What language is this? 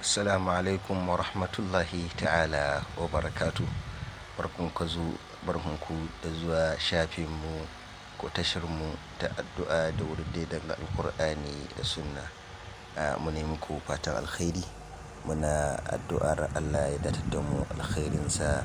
Hausa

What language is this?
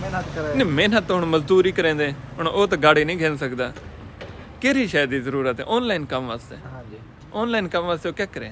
Saraiki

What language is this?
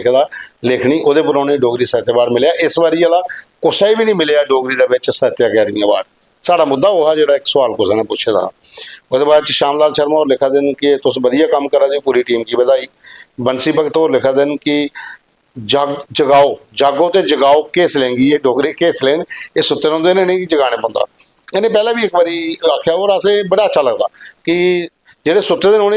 Dogri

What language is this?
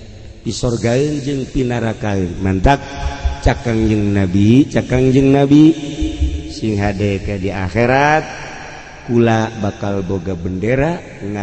Sundanese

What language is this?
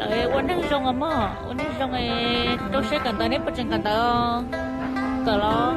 Hmong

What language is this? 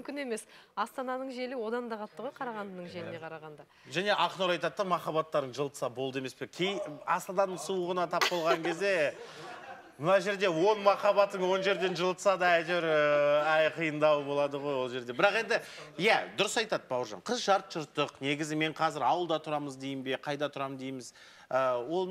Kazakh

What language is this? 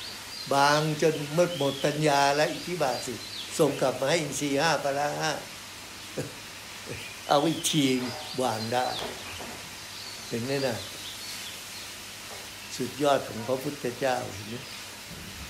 Thai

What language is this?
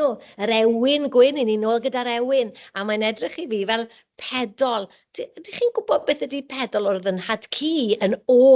Welsh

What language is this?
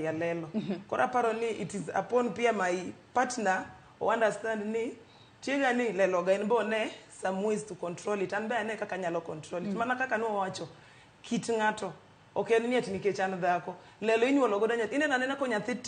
Luo (Kenya and Tanzania)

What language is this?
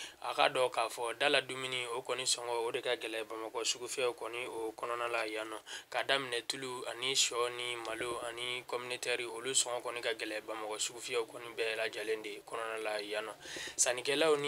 Bambara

